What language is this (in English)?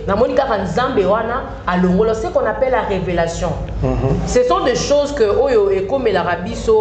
Lingala